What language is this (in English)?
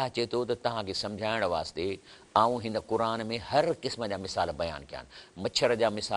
Sindhi